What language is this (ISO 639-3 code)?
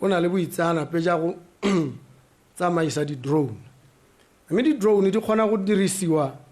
tsn